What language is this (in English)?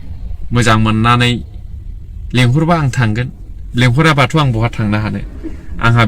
Bodo